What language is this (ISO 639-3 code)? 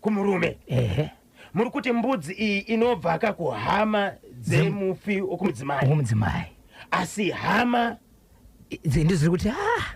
sna